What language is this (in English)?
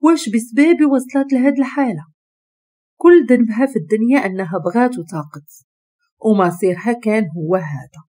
Moroccan Arabic